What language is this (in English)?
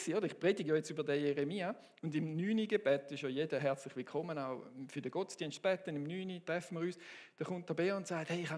Swiss German